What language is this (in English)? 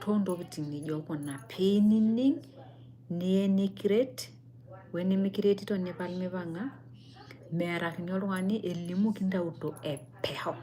Masai